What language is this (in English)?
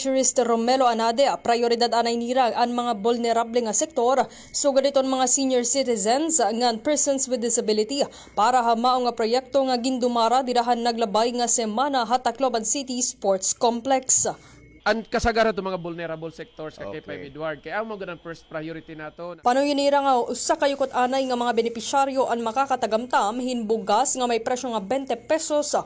Waray